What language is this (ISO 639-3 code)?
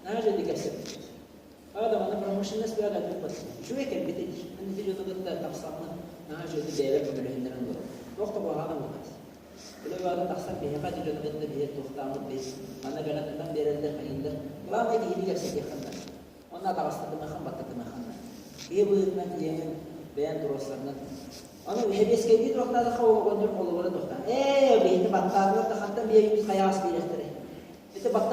sah